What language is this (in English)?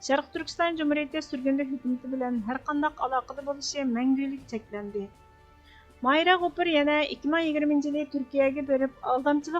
Uyghur